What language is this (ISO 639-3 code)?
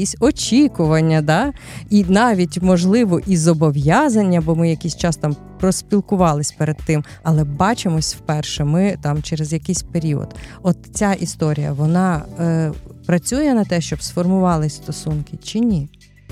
ukr